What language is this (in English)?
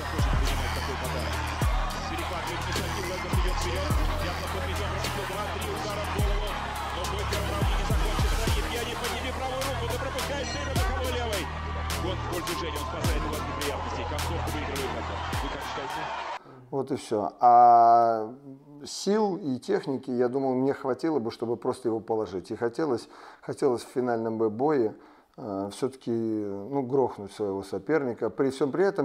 Russian